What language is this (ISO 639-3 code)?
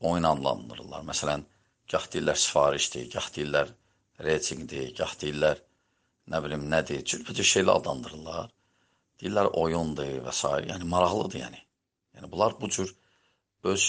aze